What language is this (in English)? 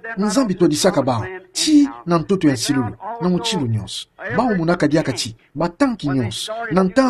Kituba (Democratic Republic of Congo)